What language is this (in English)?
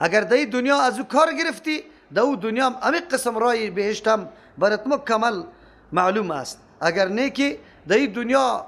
Persian